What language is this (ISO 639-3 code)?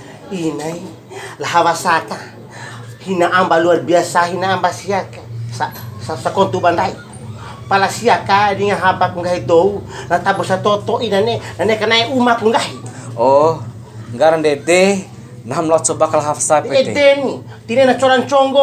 bhp